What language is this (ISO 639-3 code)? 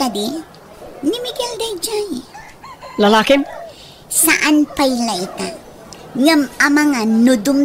ilo